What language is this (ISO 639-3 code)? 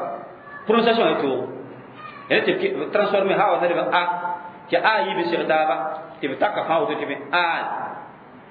mos